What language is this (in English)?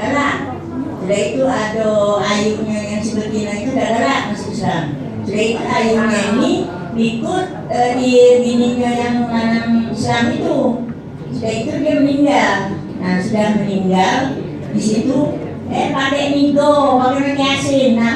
Musi